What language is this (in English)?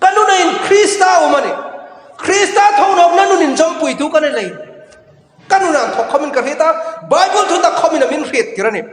Hmar